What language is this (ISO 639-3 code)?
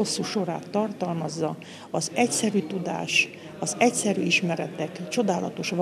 hun